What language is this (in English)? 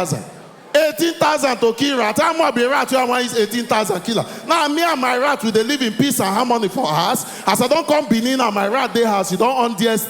Nigerian Pidgin